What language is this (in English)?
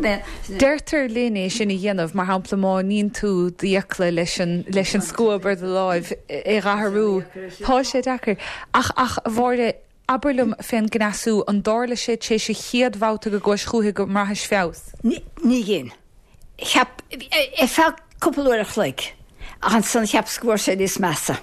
Irish